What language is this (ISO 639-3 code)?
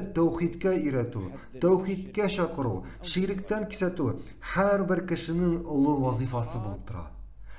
tat